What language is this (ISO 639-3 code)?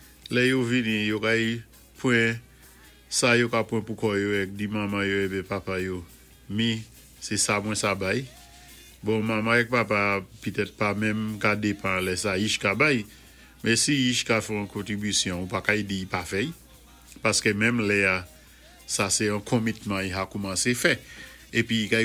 acf